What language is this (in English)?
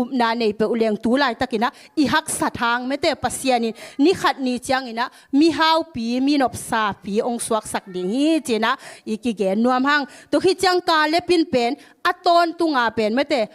Tedim Chin